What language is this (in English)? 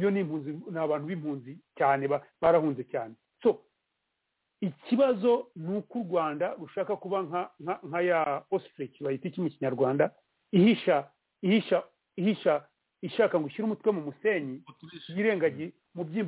Kinyarwanda